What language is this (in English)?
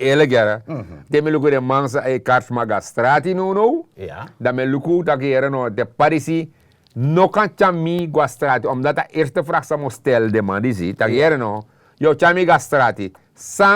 Sranan Tongo